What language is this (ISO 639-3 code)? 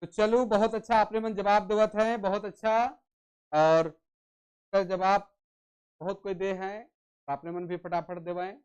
sck